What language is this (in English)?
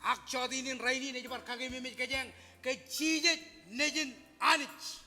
Marshallese